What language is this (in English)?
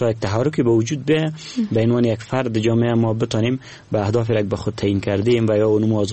Persian